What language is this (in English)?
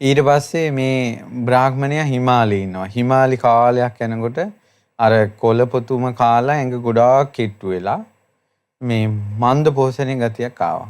Sinhala